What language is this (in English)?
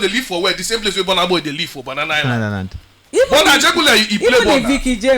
Nigerian Pidgin